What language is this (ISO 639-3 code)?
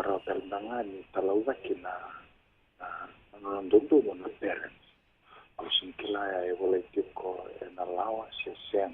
fij